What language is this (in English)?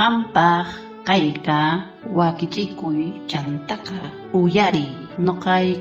South Bolivian Quechua